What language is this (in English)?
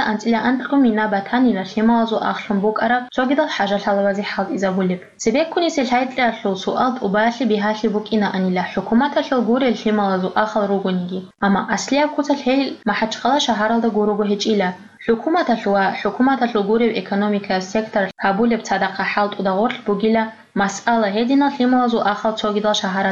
Avaric